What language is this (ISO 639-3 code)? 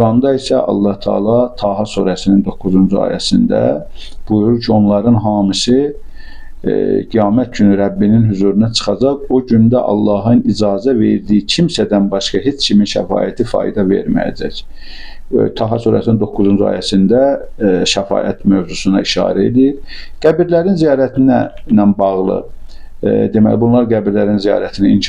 aze